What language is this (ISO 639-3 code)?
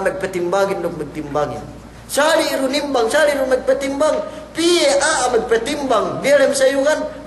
yka